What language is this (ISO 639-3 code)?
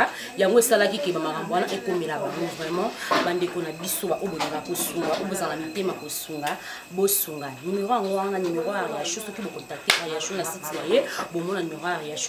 lin